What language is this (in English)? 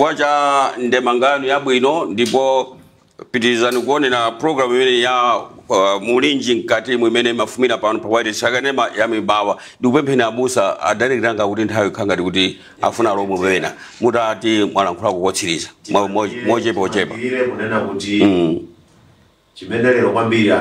Nyanja